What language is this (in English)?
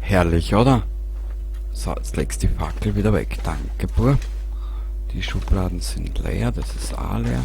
Bavarian